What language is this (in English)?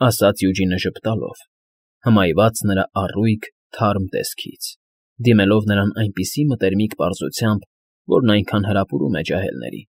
Armenian